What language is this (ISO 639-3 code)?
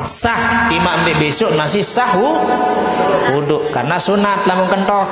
sas